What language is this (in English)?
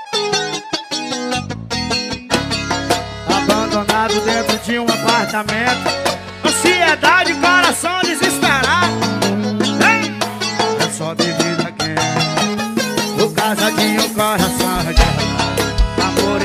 Portuguese